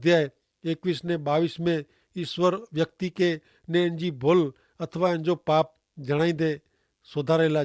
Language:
Kachhi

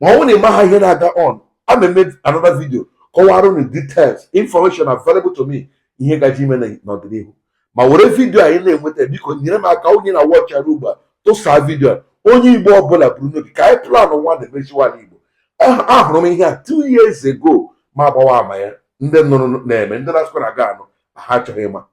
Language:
Igbo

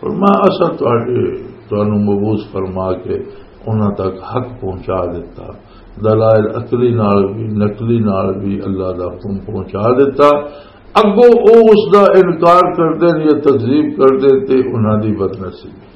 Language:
Western Panjabi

